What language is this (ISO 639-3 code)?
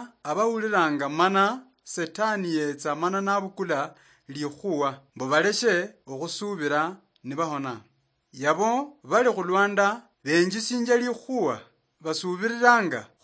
luy